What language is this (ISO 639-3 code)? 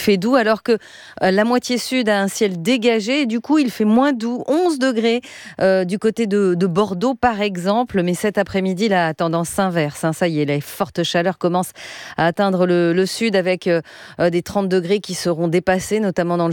fra